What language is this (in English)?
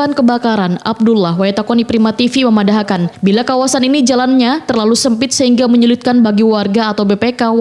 Banjar